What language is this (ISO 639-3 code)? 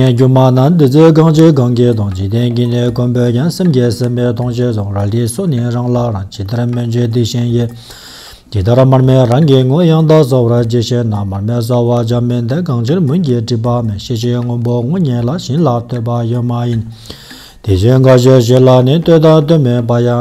bod